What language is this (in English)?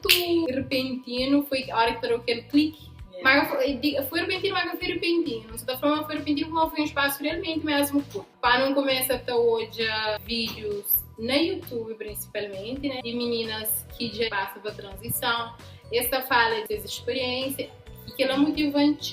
Kabuverdianu